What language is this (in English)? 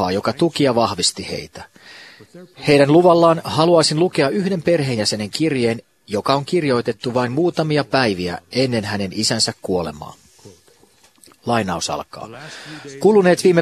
Finnish